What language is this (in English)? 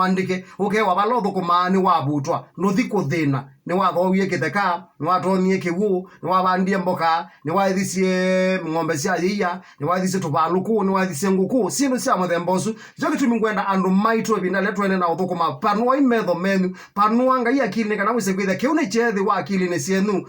Kamba